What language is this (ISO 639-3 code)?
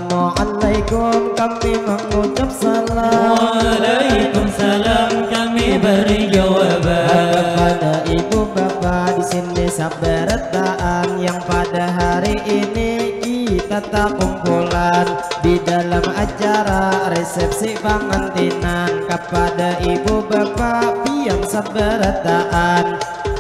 bjn